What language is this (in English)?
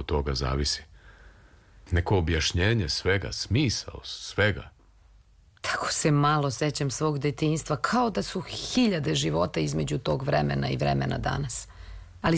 Serbian